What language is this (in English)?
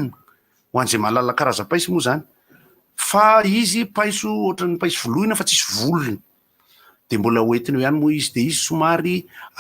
Malagasy